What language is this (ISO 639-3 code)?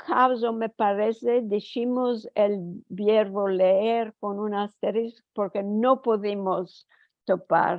lad